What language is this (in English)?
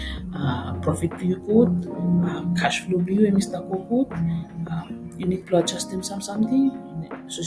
Bislama